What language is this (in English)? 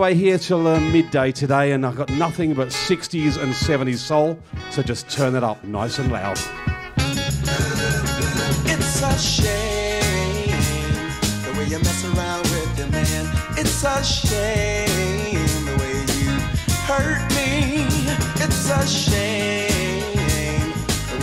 English